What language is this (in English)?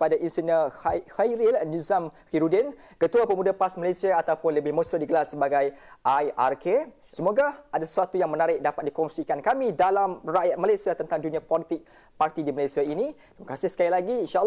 Malay